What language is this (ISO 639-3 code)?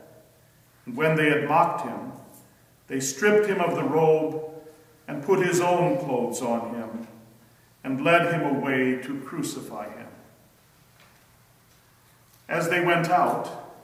eng